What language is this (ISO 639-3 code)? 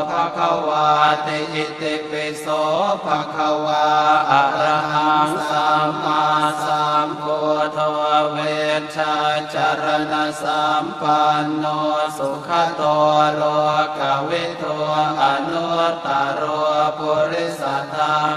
pli